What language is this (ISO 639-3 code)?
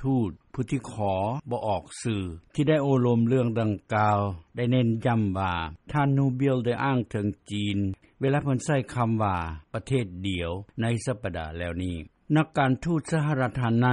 lao